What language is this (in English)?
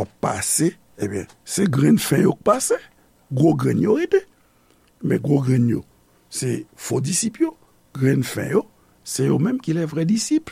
Haitian Creole